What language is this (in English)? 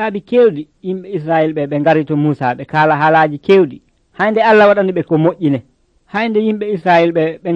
Nigerian Fulfulde